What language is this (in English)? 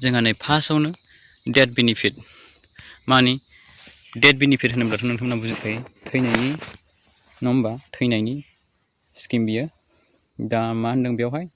Bodo